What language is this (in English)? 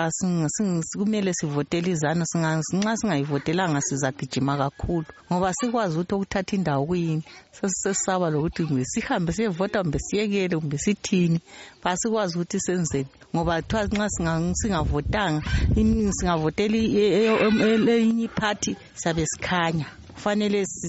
North Ndebele